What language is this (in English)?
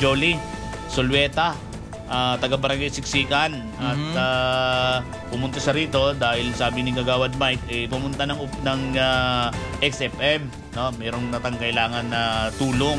Filipino